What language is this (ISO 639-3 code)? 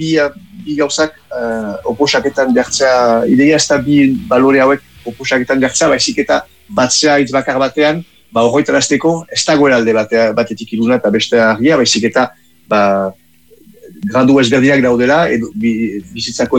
eus